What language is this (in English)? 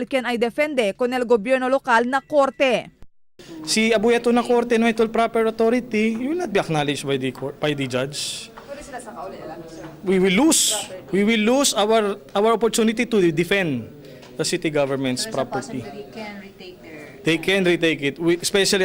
Chavacano